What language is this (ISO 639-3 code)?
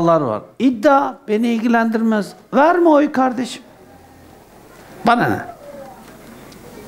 tur